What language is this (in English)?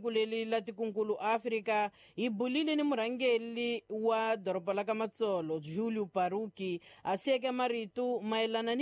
Tsonga